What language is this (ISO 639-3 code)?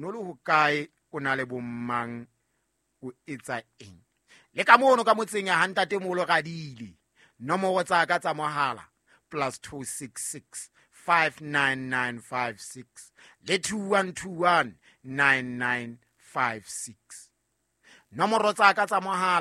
sot